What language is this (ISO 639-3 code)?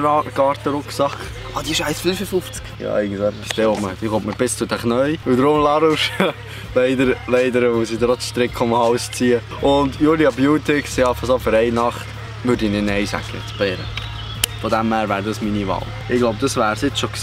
gsw